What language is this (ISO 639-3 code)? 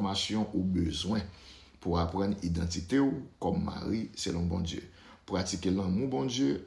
hat